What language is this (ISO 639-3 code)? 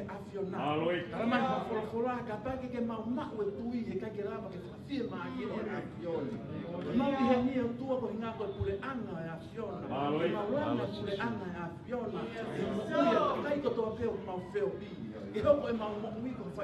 ton